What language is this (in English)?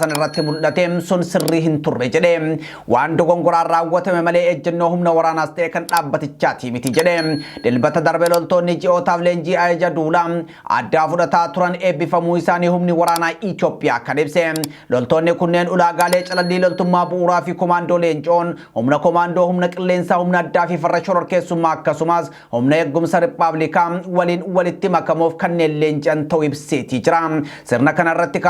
Oromo